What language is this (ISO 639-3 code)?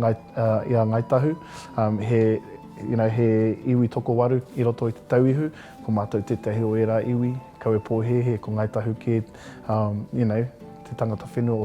mri